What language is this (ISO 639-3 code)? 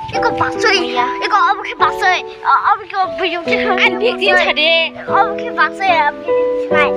trp